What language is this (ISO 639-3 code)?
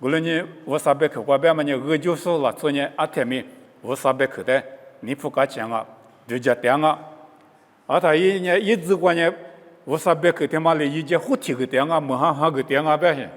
lis